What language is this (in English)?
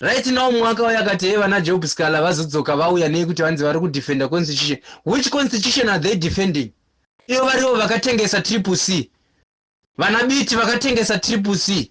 Shona